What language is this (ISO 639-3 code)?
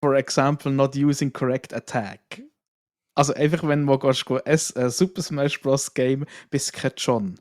gsw